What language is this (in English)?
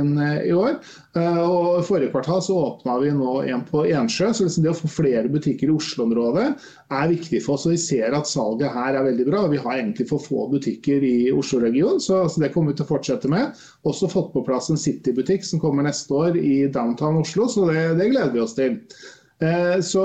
Norwegian